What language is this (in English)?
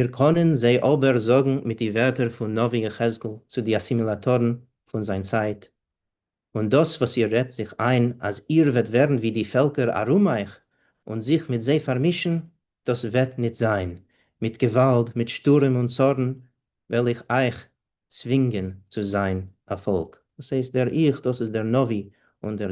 Yiddish